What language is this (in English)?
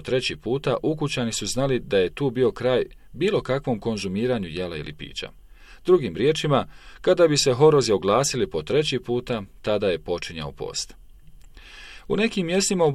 Bosnian